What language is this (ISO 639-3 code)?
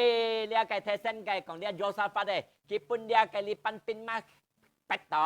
hak